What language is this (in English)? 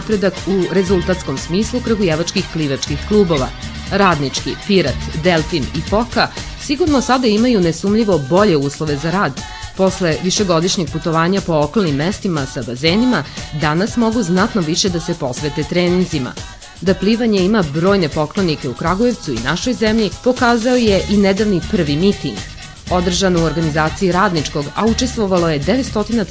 Serbian